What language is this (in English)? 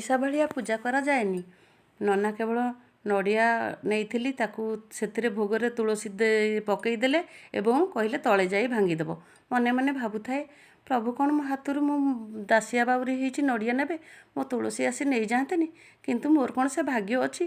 Odia